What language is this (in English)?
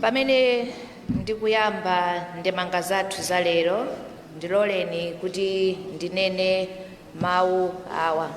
Nyanja